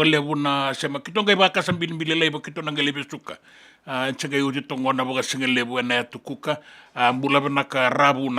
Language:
Fijian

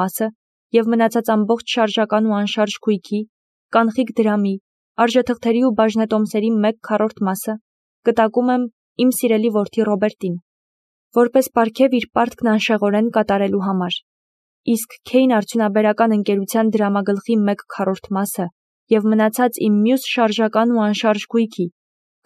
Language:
Armenian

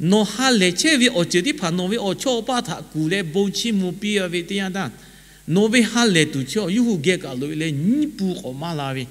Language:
Lahu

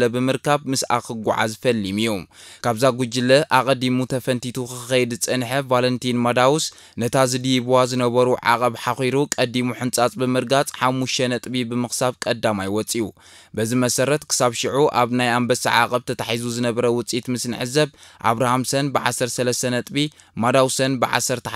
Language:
Tigrinya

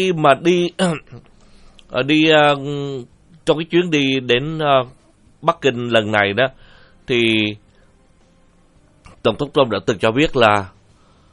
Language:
Vietnamese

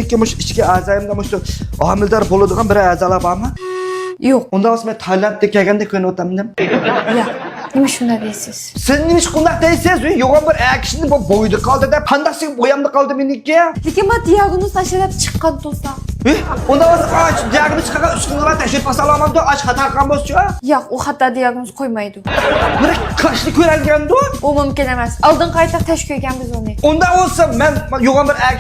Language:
Uyghur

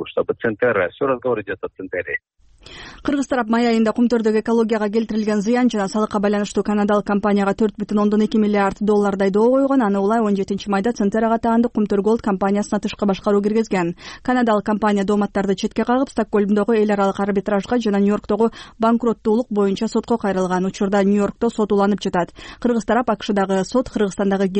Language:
Kyrgyz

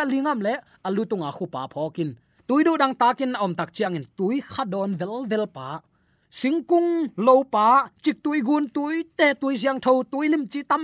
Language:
Tedim Chin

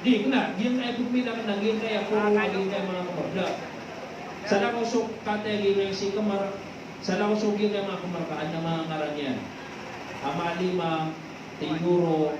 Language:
Maranao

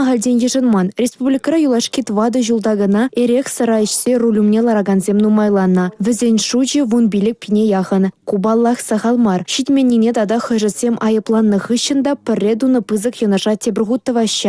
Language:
Chuvash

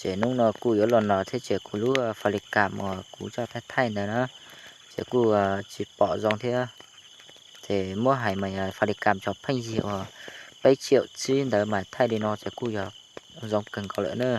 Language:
Hmong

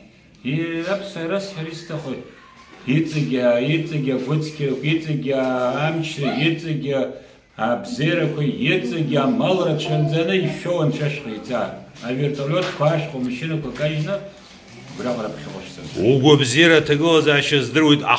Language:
Abkhazian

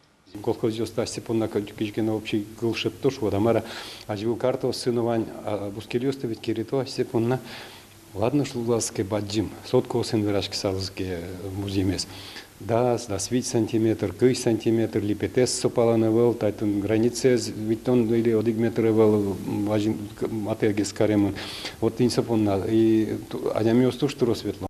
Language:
Udmurt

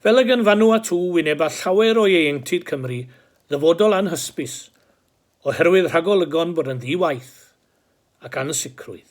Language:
Welsh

